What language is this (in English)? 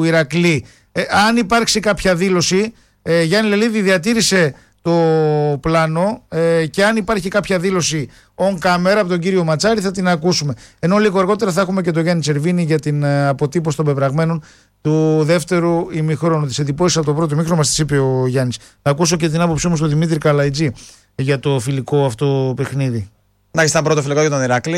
Greek